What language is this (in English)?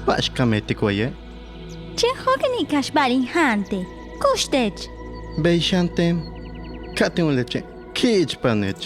Yucateco